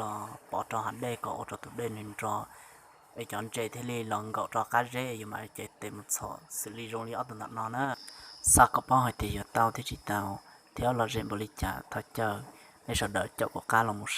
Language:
Hmong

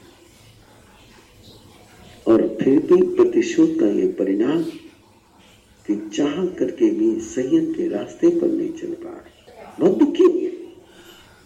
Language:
Hindi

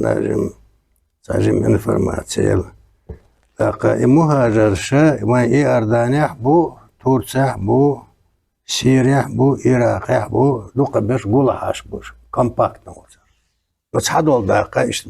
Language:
Chechen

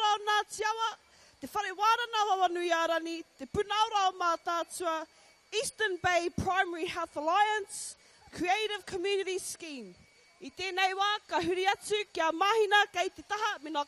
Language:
Māori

